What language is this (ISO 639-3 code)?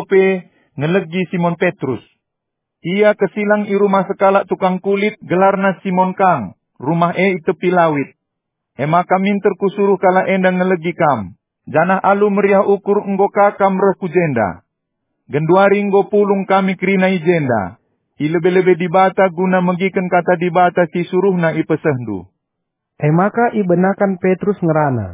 btx